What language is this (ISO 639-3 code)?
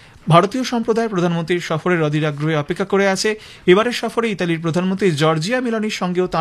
ben